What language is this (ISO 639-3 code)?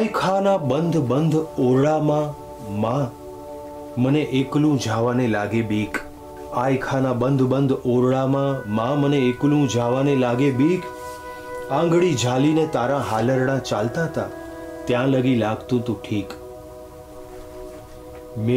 guj